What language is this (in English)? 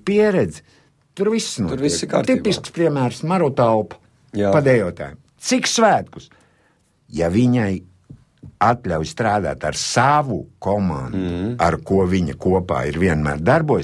Latvian